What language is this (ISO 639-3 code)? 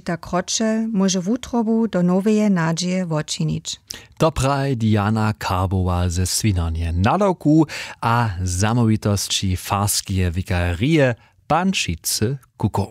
hsb